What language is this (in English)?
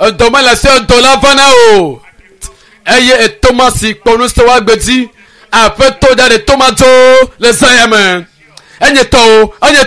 Ewe